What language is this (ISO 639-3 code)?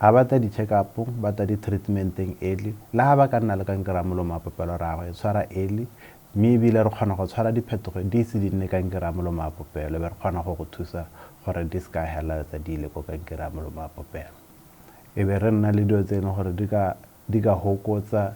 tsn